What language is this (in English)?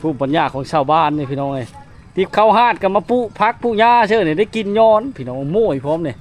Lao